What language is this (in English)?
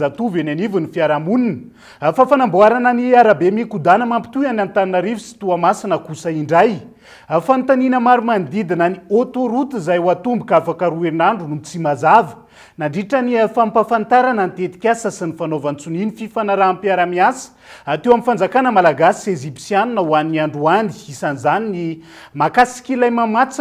Malagasy